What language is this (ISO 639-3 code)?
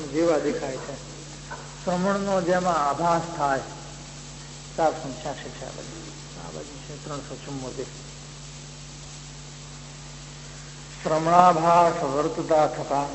guj